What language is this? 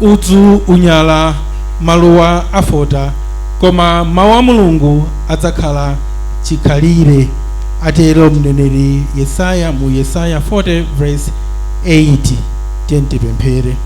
Nyanja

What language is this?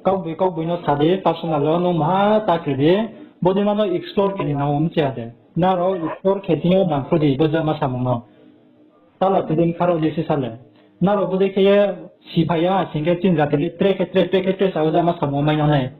Riang (India)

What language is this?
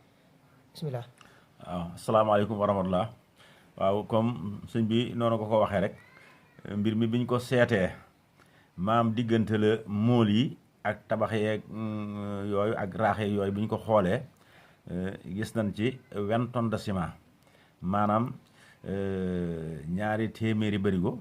Wolof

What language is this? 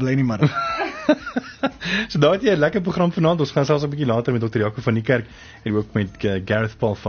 Afrikaans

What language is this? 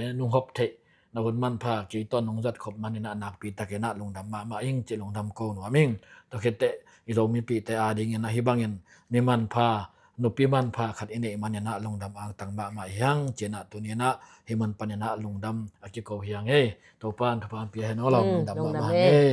Tedim Chin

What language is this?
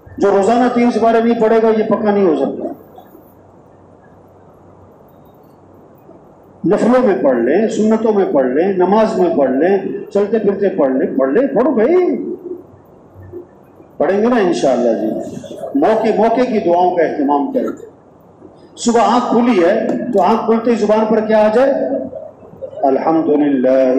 Urdu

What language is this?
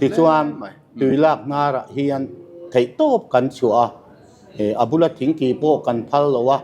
Mizo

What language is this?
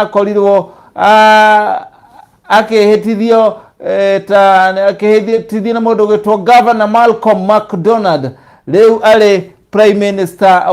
Kikuyu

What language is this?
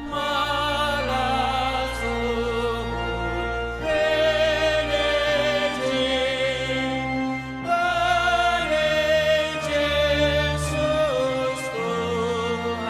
Batak Simalungun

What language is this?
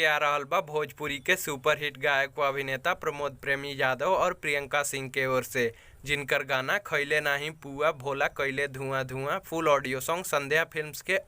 Bhojpuri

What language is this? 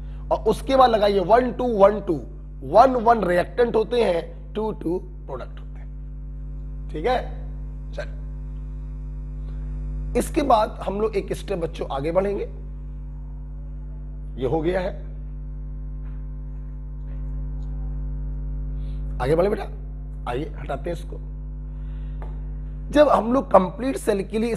Hindi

